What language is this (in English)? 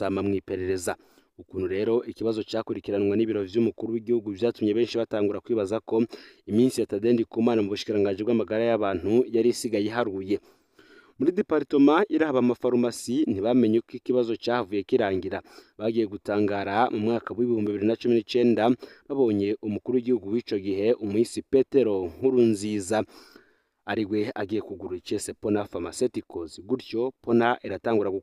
Rundi